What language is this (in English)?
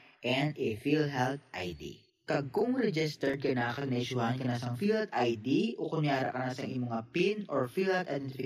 Hiligaynon